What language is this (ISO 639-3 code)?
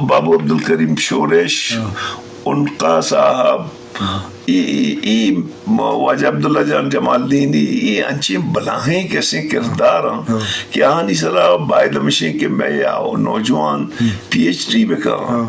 bgp